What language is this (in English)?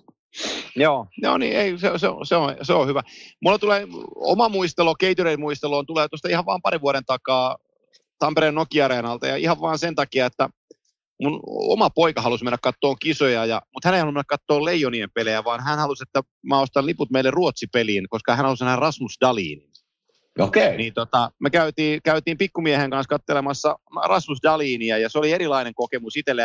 Finnish